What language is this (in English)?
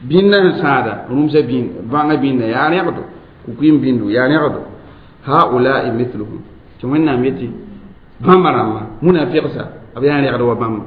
Mossi